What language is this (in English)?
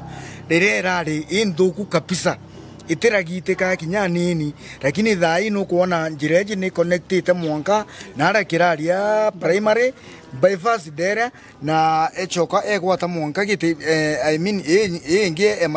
Meru